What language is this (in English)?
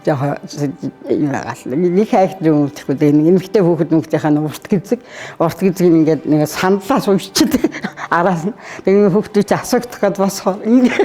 Mongolian